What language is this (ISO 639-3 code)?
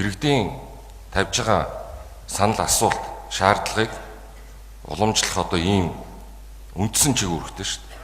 mon